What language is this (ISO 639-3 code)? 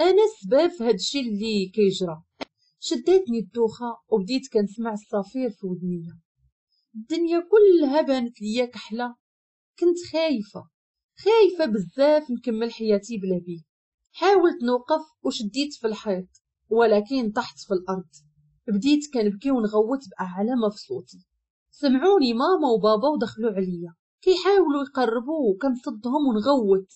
ary